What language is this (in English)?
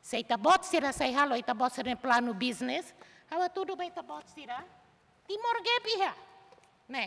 Tetum